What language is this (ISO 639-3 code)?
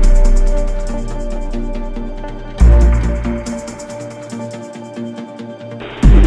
pol